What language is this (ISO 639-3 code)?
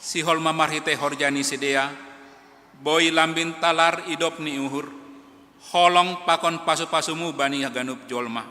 bts